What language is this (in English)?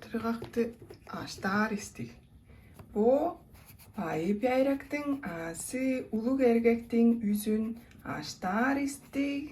Tuvinian